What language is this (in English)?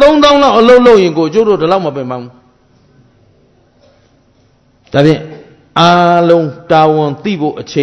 Burmese